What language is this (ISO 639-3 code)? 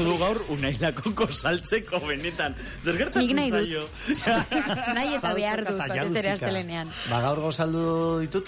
eus